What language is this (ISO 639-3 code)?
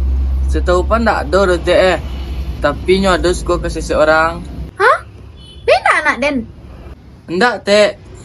min